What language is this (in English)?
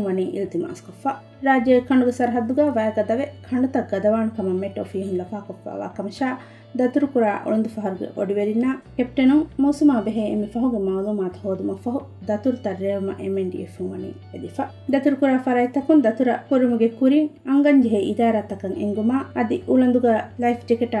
Divehi